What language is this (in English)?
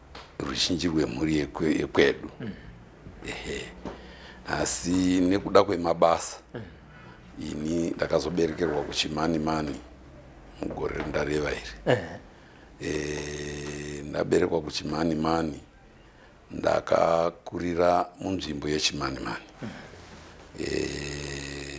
Shona